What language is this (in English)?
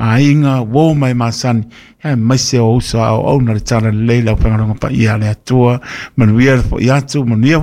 Samoan